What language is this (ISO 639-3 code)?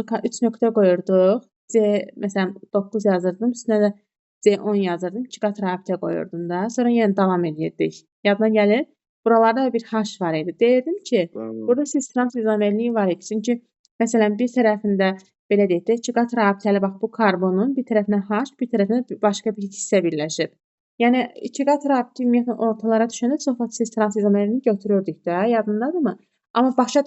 aze